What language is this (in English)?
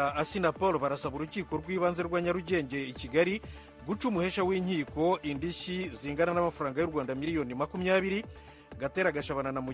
Kinyarwanda